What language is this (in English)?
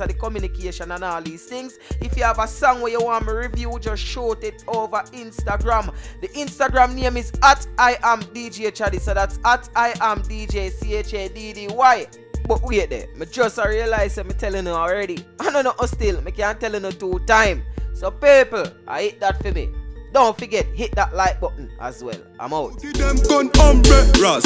Jamaican Creole English